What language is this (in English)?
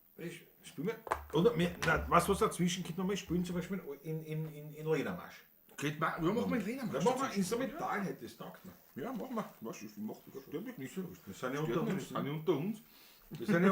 Bavarian